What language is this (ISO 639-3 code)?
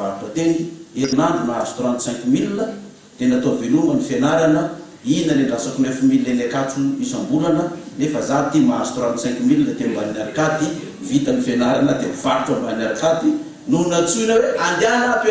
mlg